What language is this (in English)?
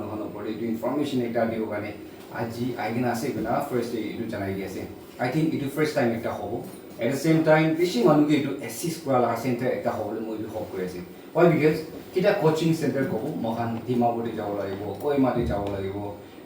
Naga Pidgin